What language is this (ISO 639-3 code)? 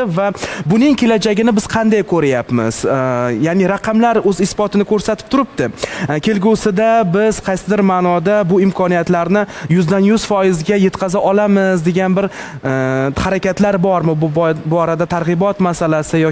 uzb